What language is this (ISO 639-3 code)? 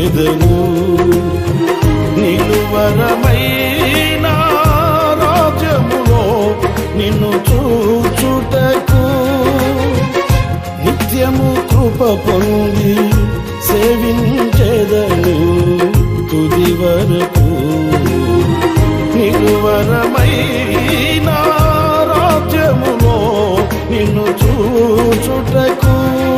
tel